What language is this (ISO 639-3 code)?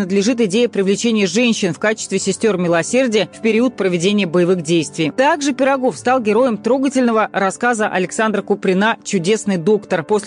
rus